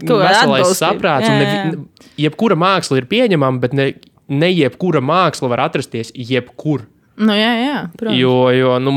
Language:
Latvian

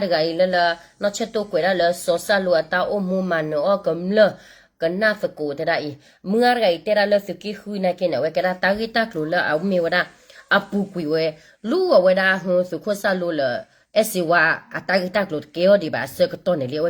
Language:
S'gaw Karen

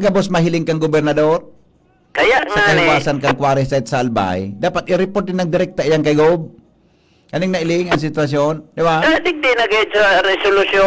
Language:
Bikol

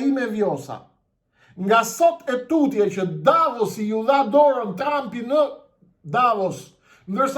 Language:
Albanian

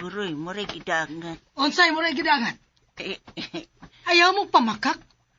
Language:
Cebuano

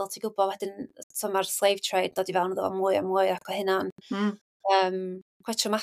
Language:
Welsh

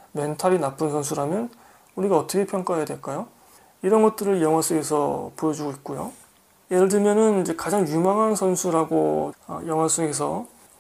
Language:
Korean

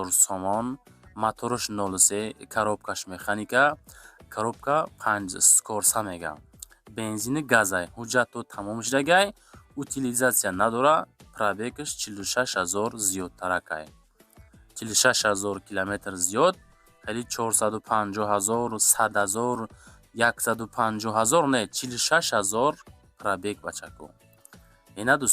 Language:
Tajik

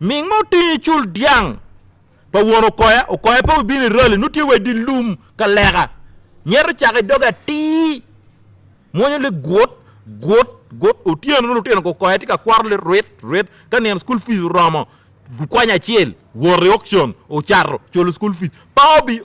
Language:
Acoli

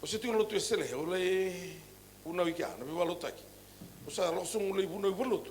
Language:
Fijian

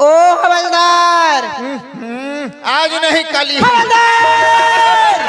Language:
Chhattisgarhi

